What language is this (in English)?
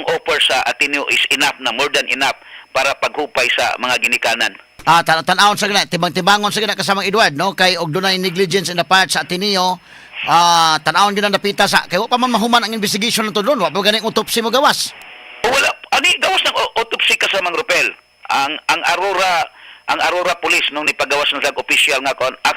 Cebuano